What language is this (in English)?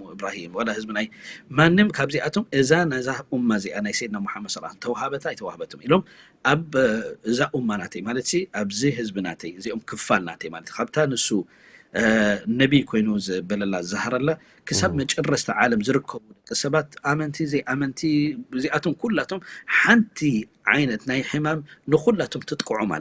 Tigrinya